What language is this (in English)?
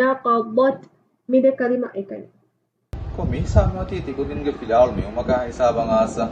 Divehi